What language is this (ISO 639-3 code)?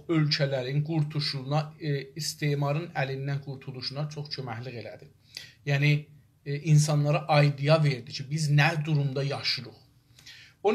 azb